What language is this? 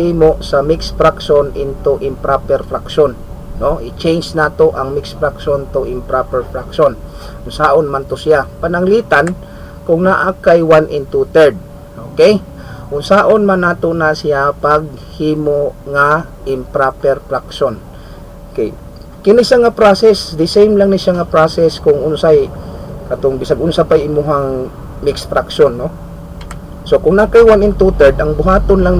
Cebuano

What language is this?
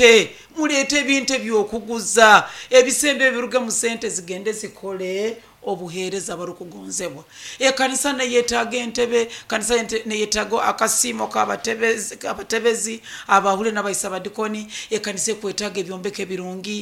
Nyoro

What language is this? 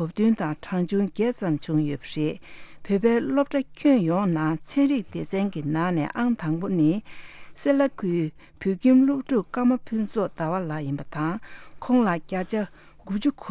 Tibetan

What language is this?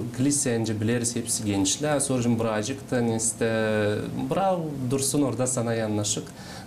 Gagauz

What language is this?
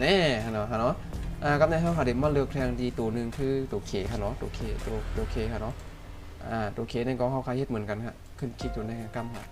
Shan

